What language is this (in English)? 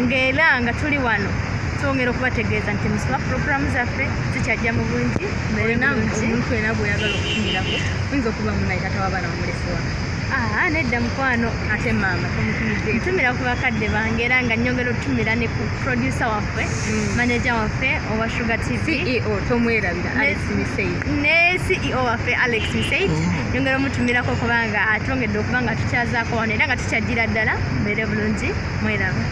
Ganda